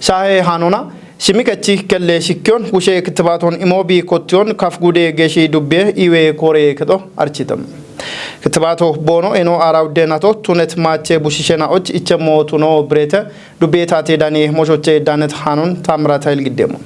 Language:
Kafa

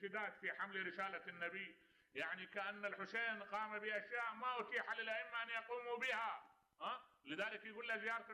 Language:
Mesopotamian Arabic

